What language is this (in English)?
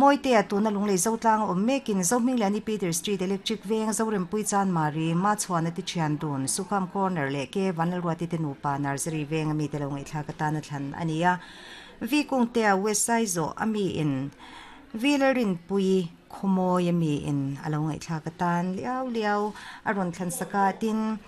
Mizo